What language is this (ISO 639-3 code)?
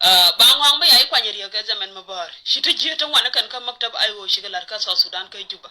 nus